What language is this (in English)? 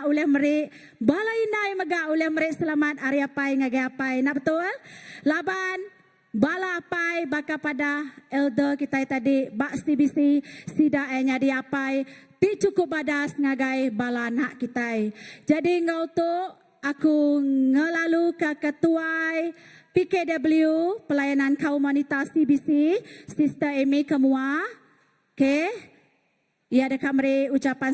Iban